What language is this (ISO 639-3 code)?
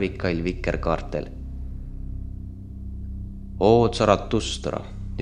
est